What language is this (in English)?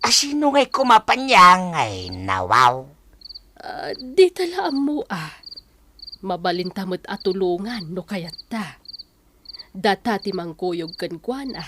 Iloko